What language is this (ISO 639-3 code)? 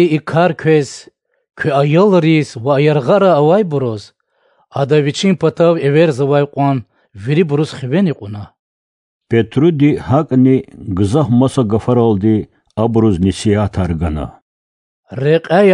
lez